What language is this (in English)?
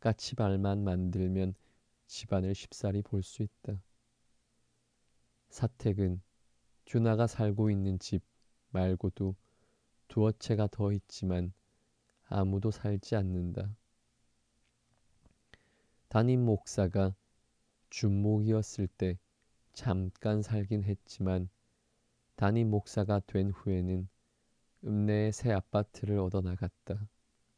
Korean